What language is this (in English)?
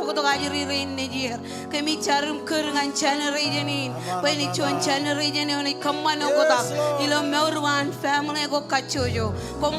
Marshallese